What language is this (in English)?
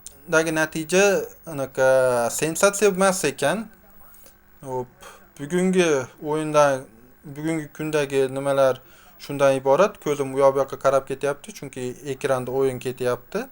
Uzbek